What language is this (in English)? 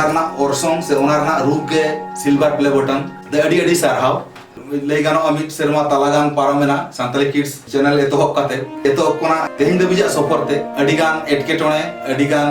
Santali